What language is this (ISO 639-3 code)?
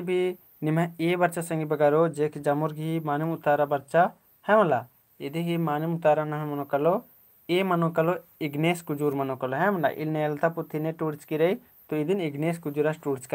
kru